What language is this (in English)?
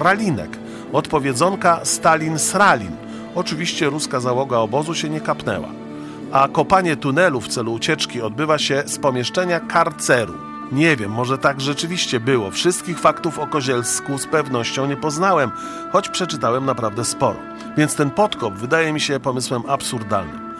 Polish